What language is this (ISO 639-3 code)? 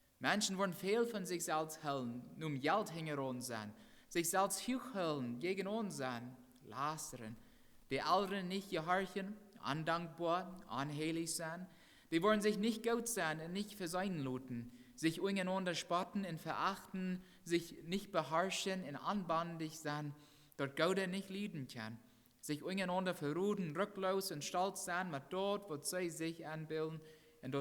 pdt